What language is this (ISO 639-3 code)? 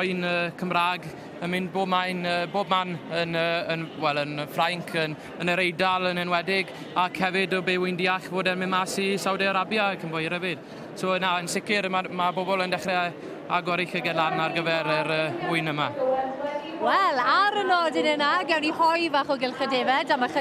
cym